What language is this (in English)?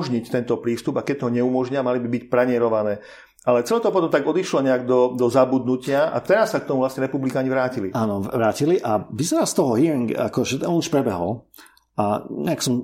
Slovak